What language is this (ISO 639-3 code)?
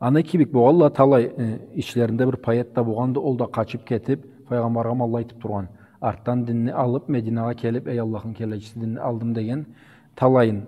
krc